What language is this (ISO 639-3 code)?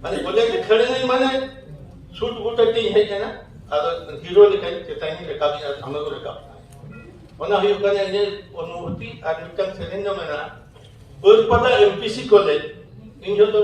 sat